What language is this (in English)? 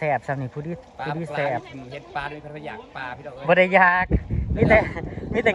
Northeastern Thai